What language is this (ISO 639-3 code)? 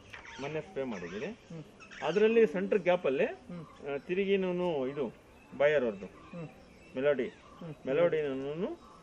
kan